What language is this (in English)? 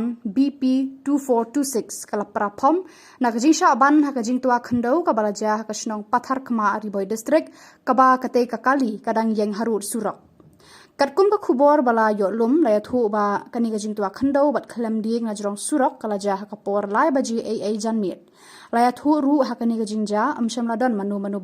Khasi